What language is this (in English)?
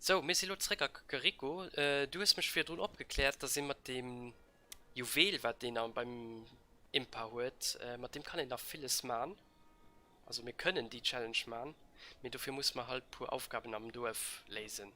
Luxembourgish